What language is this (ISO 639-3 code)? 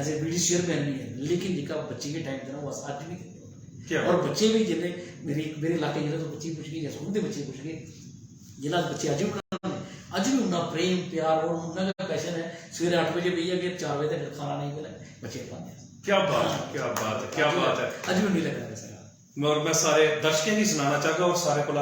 doi